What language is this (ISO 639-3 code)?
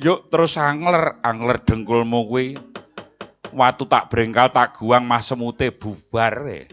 jav